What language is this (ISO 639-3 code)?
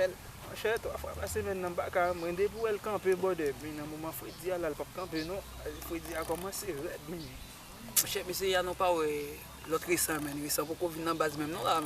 hat